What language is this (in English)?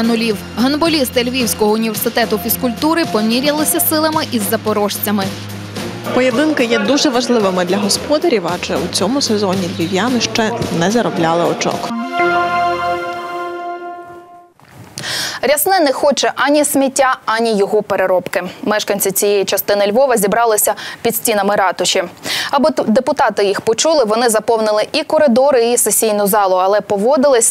Ukrainian